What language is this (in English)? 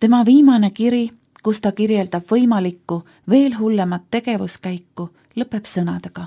Estonian